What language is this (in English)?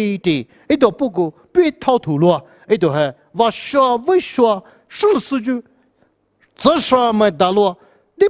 Poumei Naga